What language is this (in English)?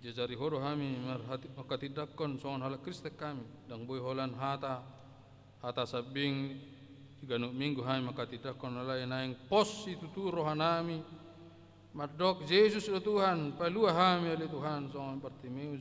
Batak Toba